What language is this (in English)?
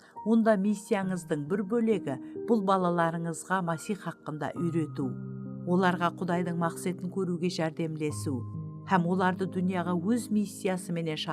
Kara-Kalpak